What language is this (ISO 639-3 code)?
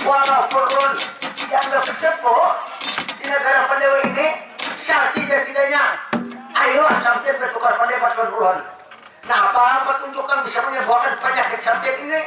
bjn